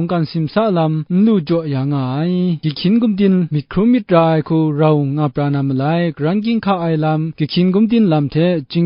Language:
Kachin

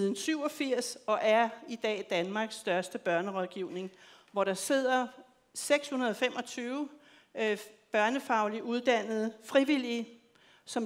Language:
Danish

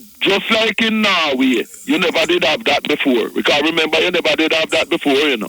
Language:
Jamaican Creole English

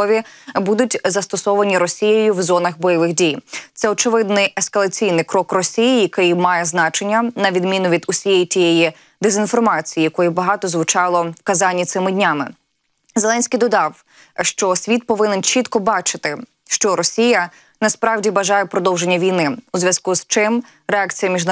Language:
Ukrainian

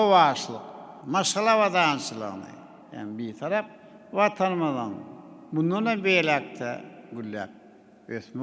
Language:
Turkmen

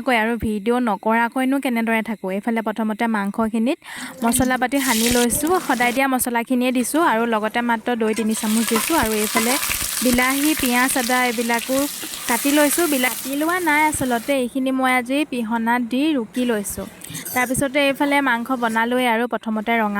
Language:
Assamese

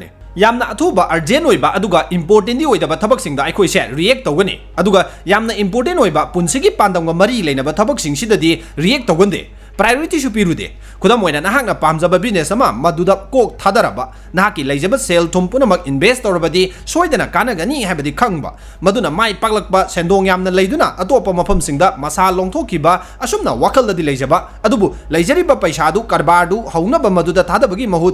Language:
Manipuri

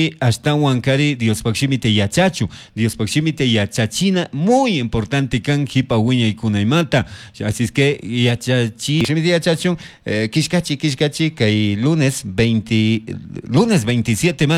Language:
Chimborazo Highland Quichua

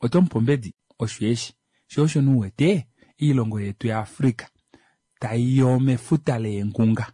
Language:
Kuanyama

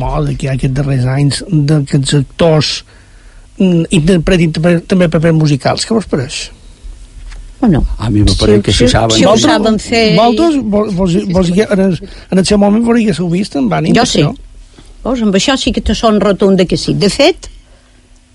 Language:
Catalan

